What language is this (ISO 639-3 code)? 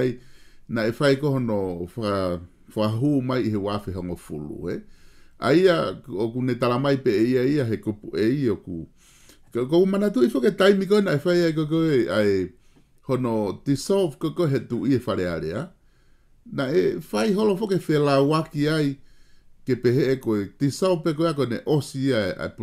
ton